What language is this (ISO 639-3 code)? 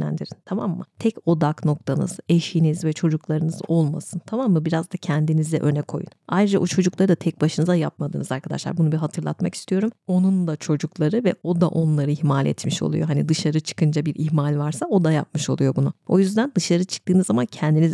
tur